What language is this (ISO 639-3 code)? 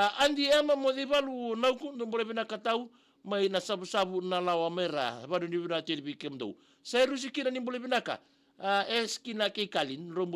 fij